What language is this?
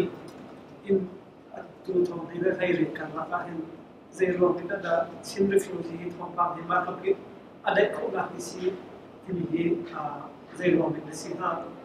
Hakha Chin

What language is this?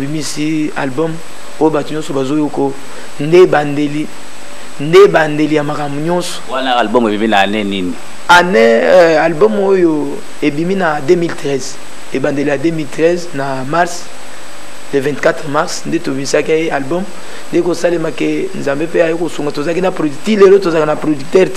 Lingala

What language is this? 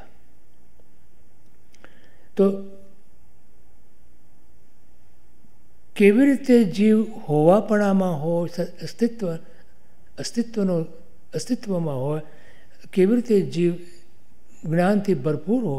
Gujarati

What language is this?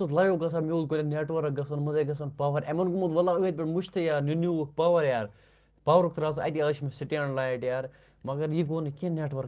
Kashmiri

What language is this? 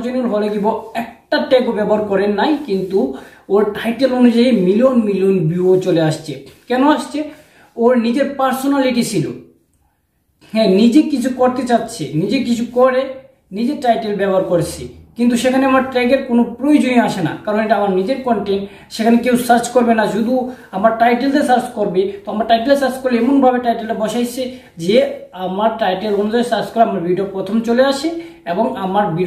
Bangla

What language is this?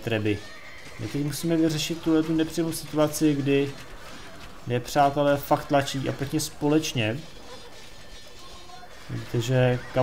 Czech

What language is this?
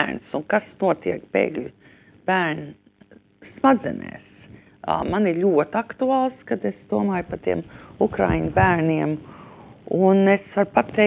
Latvian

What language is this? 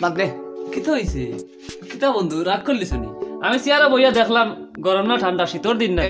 Sylheti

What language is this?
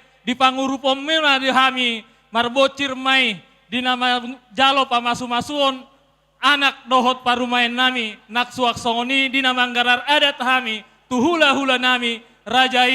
Batak Toba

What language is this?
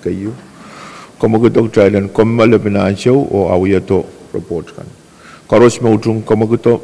Pohnpeian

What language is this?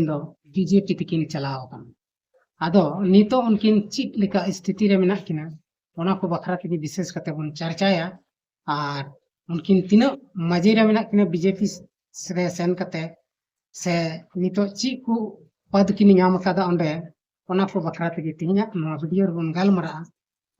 Santali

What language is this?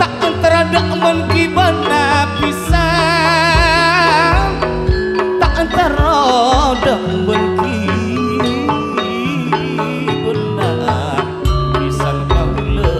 Madurese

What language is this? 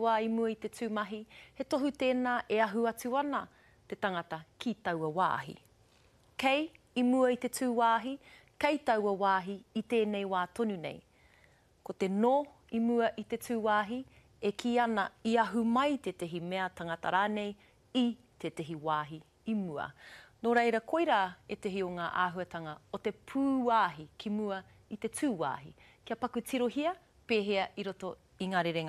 Māori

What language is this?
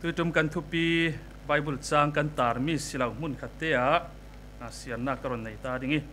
Falam Chin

